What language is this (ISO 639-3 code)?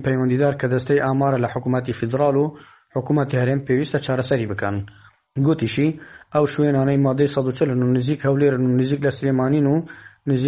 ckb